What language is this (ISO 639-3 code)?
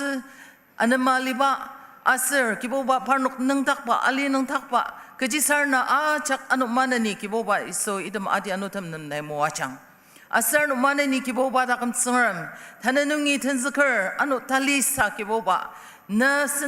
njo